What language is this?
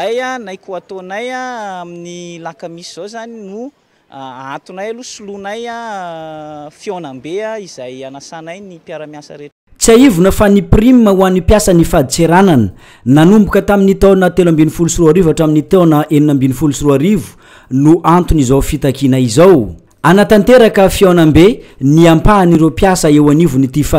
Malagasy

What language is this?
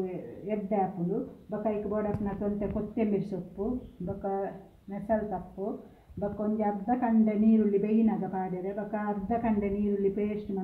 Tulu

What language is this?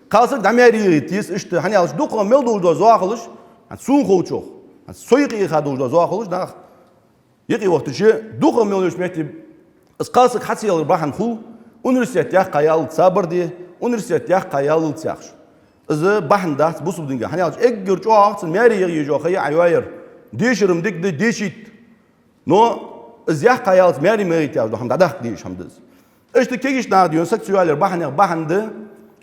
Ingush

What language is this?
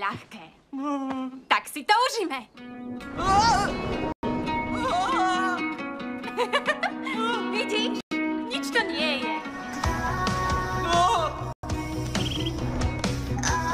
Slovak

